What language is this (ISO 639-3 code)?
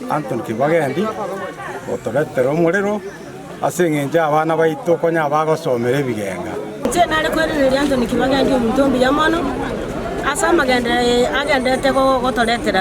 guz